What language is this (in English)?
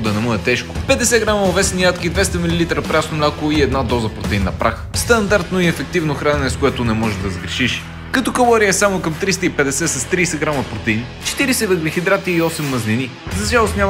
Bulgarian